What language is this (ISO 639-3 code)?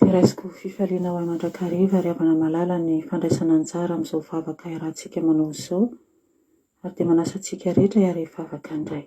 mlg